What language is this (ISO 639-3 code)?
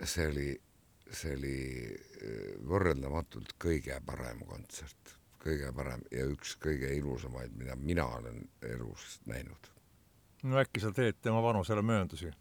est